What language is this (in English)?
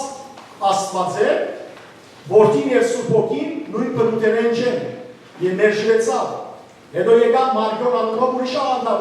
Western Armenian